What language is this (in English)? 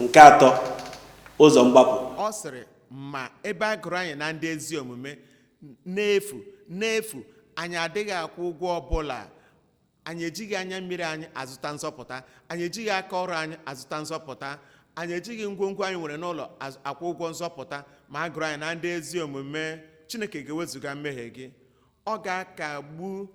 Igbo